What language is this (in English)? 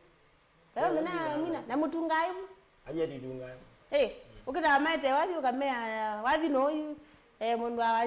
Kamba